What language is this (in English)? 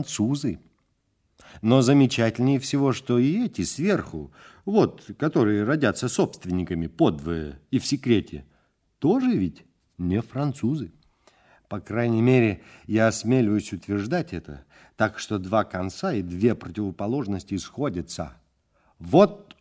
Russian